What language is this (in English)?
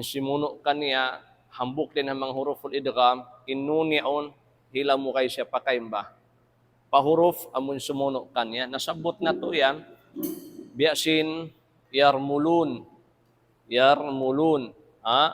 Tausug